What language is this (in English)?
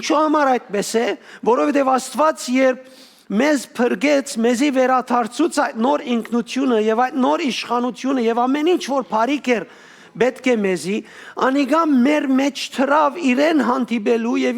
Western Armenian